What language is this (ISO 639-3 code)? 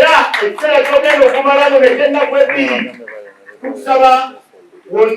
lug